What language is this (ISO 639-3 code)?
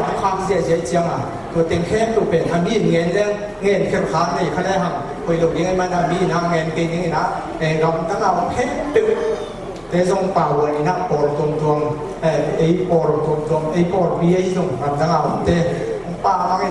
ctd